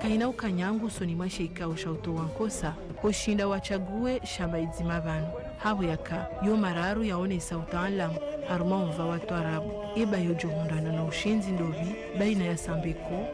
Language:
Ngazidja Comorian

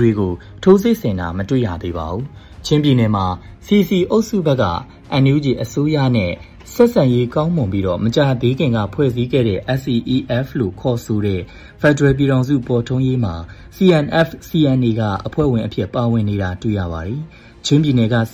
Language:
Burmese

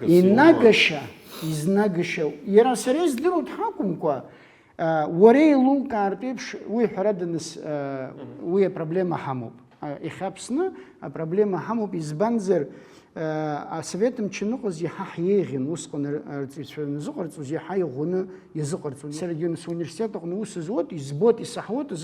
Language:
Abkhazian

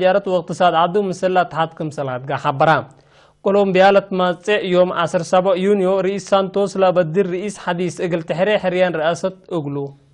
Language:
Tigre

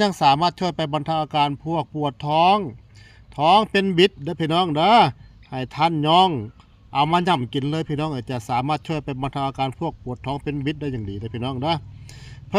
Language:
Northeastern Thai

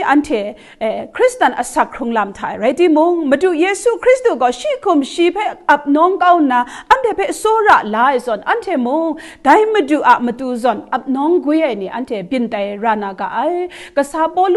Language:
Kachin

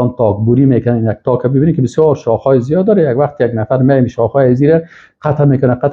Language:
Persian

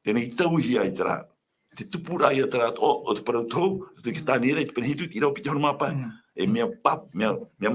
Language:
Tahitian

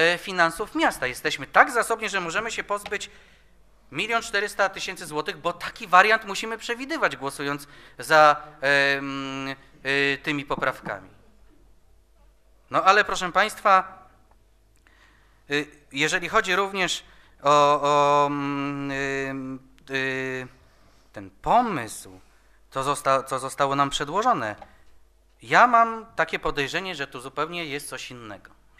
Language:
Polish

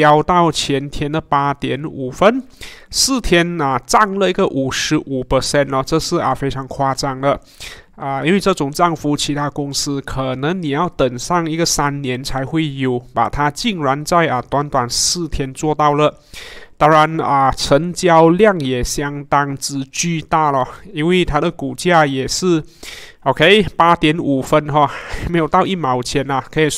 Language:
Chinese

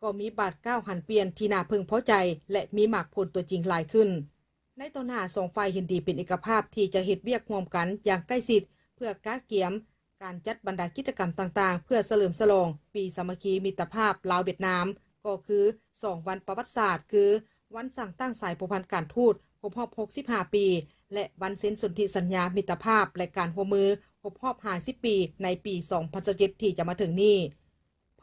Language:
Lao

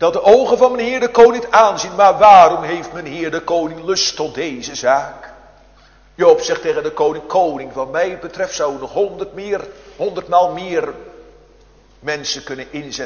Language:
Dutch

